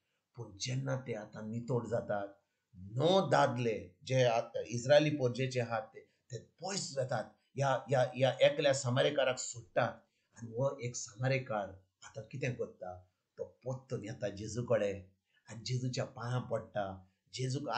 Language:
Konkani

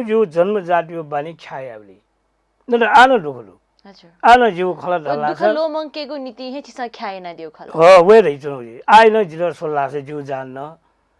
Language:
Newari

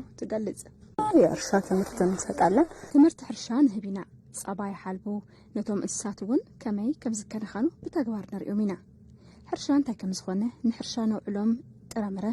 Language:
Tigrinya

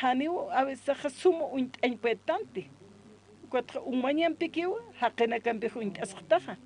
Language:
Aymara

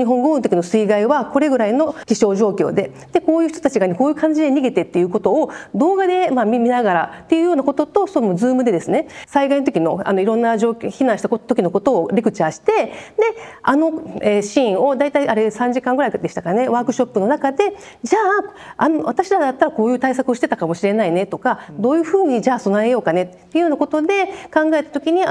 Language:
Japanese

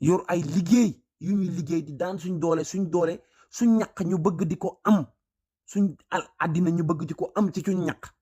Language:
Wolof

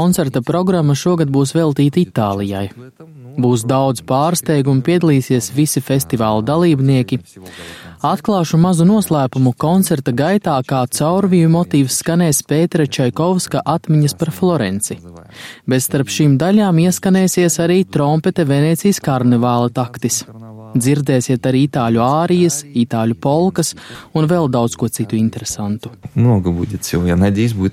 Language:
Latvian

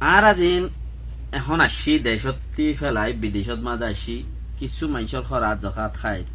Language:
Rohingya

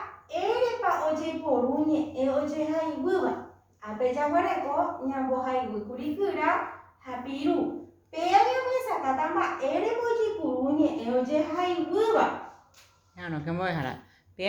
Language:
Guarani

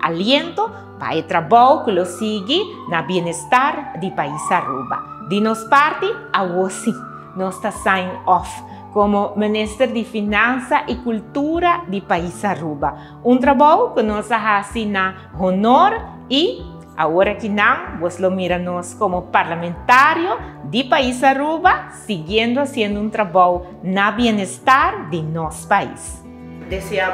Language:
Papiamento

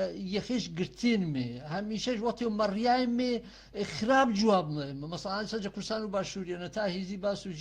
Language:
Gurani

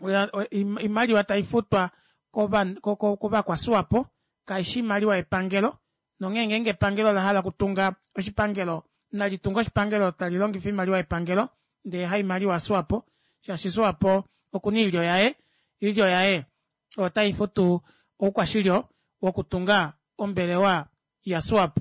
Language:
Kuanyama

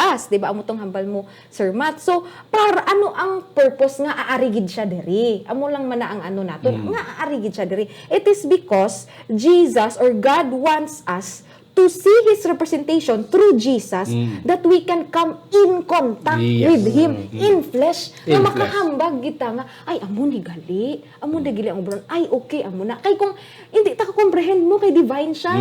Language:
Hiligaynon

